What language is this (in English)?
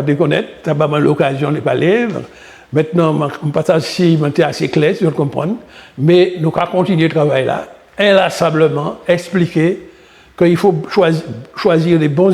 Guadeloupean Creole French